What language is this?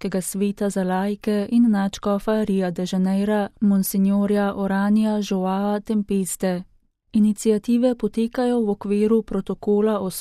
Slovenian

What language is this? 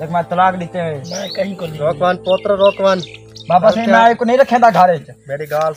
Saraiki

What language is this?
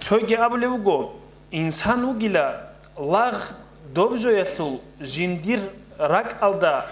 Avaric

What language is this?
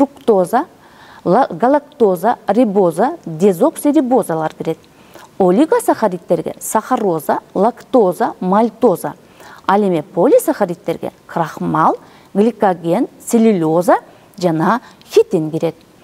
Kyrgyz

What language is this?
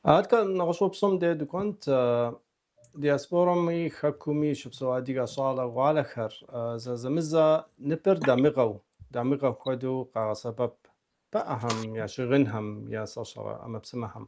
Kabardian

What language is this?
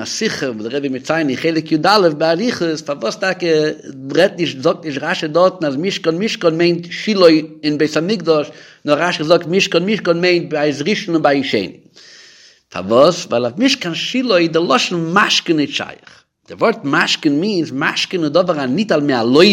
Yiddish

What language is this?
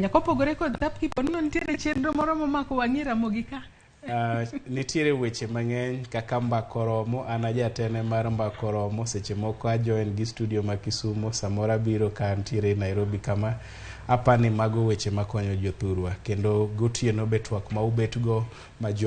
Luo (Kenya and Tanzania)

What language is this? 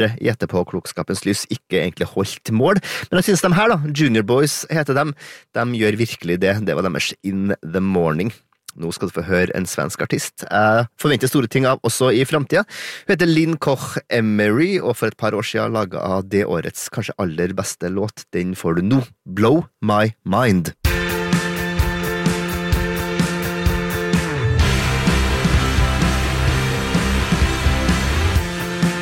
Norwegian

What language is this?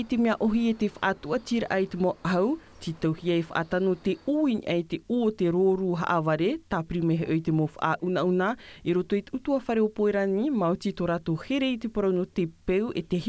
Tahitian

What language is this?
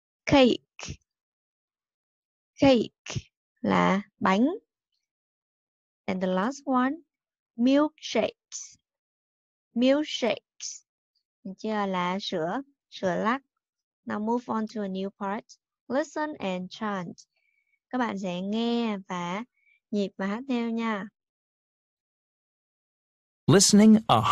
Vietnamese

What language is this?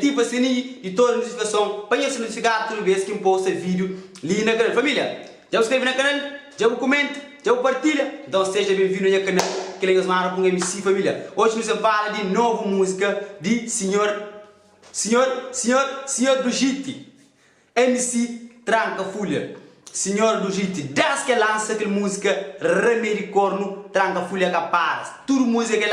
Kabuverdianu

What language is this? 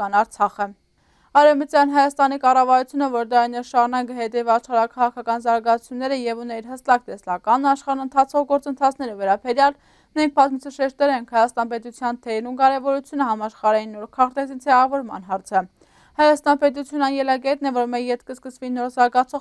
Armenian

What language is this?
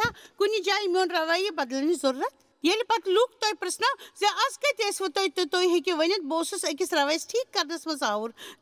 Kashmiri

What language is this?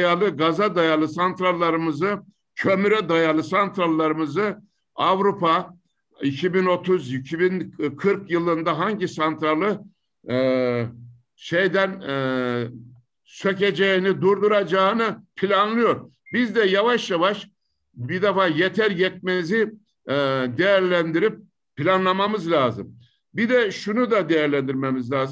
Turkish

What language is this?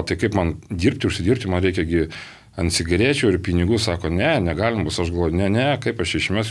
Lithuanian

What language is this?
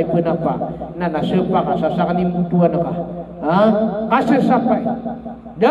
Maranao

